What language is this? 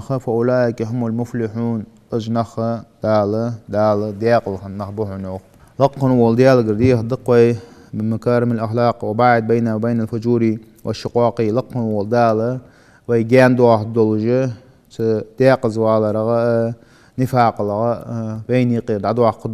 Ingush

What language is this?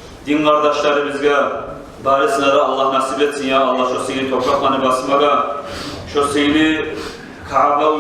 Kumyk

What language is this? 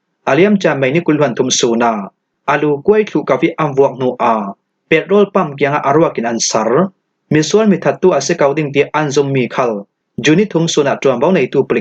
Falam Chin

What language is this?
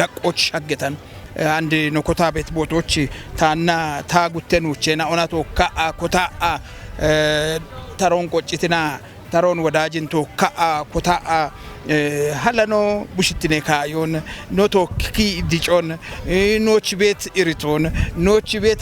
Kafa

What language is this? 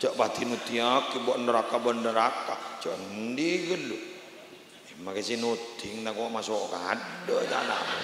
Madurese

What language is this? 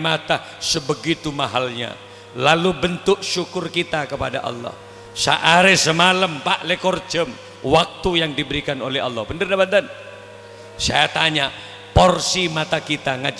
Madurese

